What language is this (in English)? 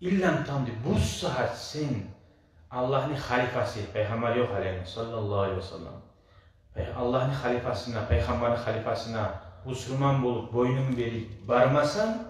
Kumyk